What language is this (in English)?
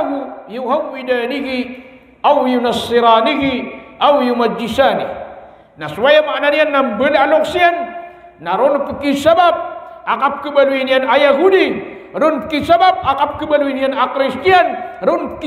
Maranao